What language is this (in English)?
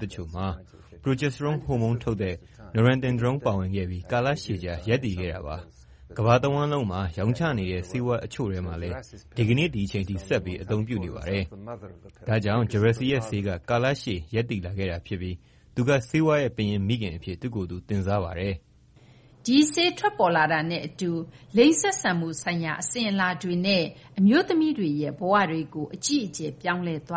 Burmese